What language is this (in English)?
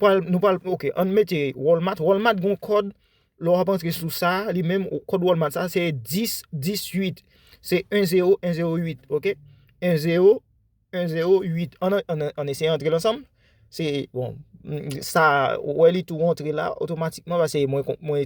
Haitian Creole